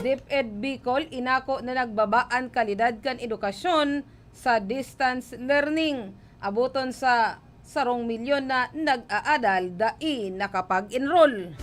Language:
Bikol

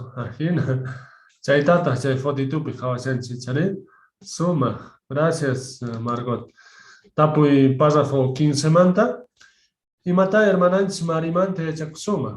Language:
Quechua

